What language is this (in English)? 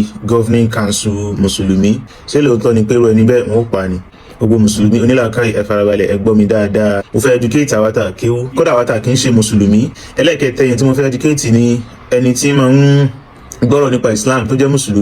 Yoruba